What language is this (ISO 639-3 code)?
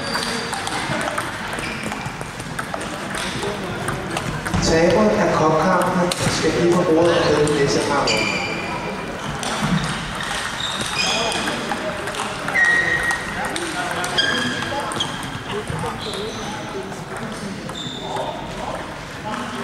dan